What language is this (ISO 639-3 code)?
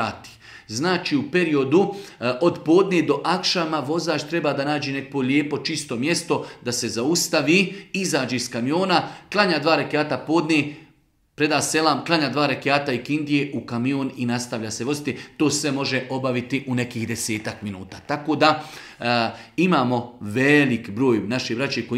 bos